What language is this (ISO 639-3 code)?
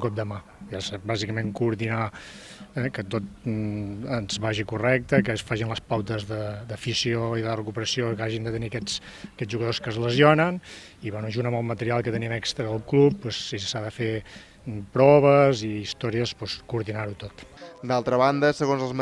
cat